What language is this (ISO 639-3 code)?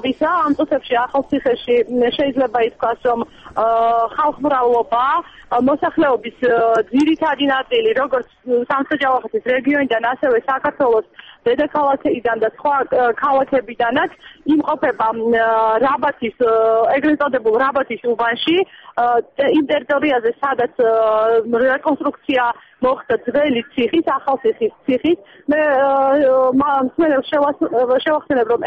kat